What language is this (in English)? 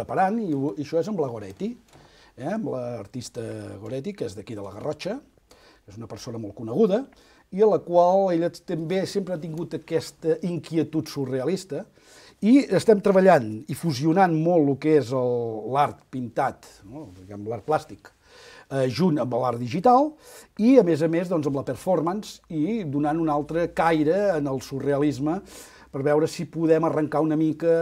Catalan